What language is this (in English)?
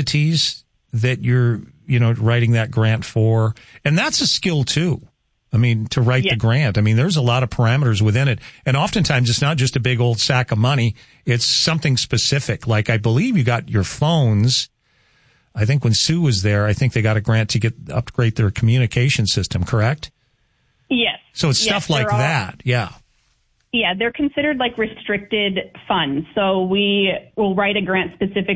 English